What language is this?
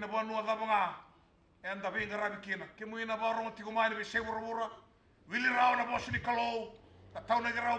Fijian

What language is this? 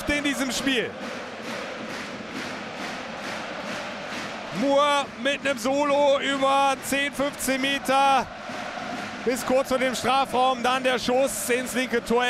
German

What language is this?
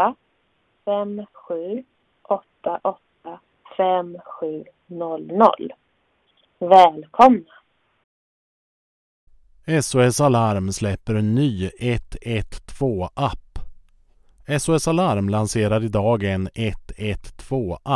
Swedish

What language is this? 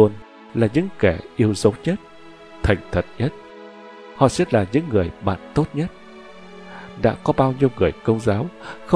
Vietnamese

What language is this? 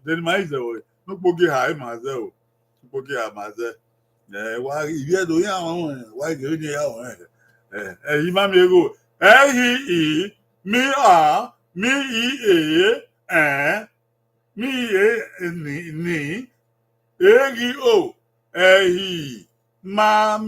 Bini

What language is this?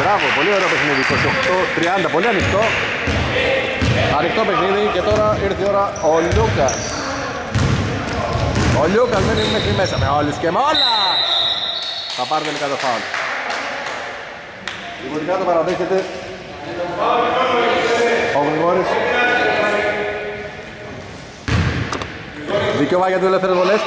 Greek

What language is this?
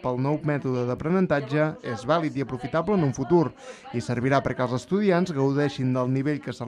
Catalan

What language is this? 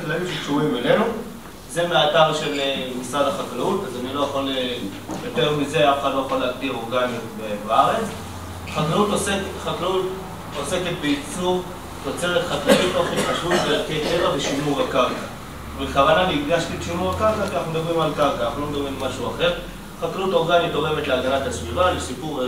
Hebrew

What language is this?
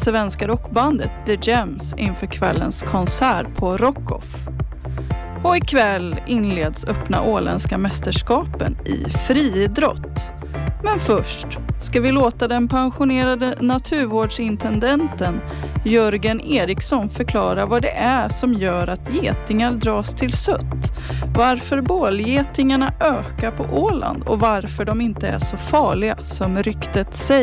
Swedish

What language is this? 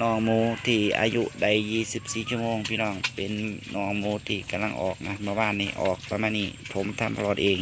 Lao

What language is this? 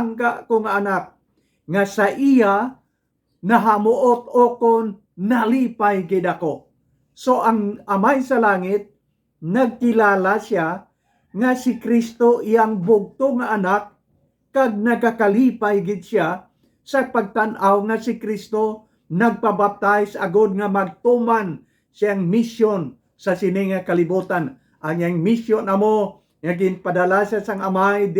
Hiligaynon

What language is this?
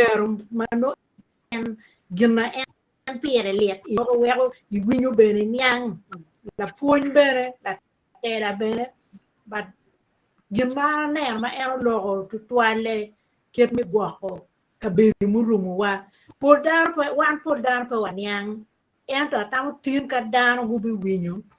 Acoli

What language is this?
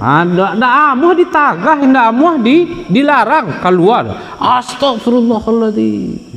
Minangkabau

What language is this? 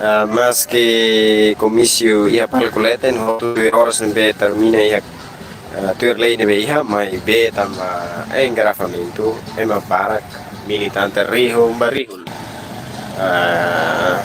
Tetum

